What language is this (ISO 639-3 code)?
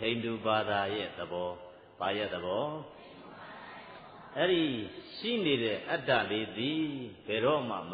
mya